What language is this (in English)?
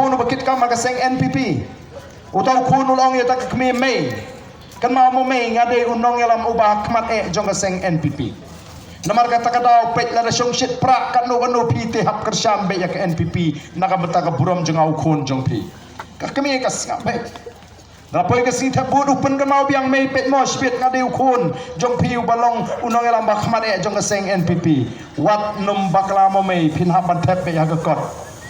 Khasi